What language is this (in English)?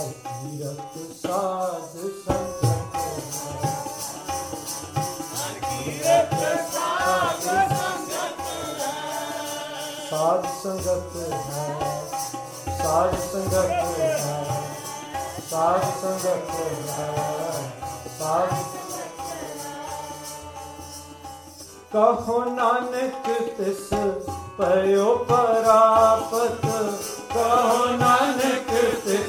Punjabi